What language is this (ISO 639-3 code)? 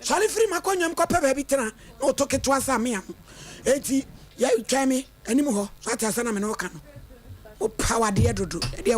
aka